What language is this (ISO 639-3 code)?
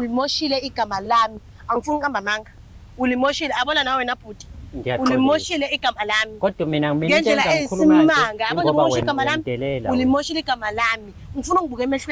zul